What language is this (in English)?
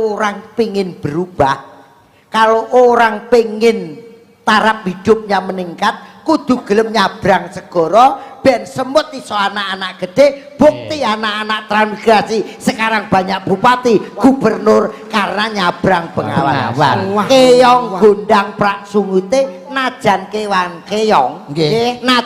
Javanese